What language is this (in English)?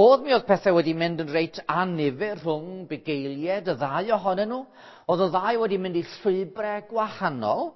Welsh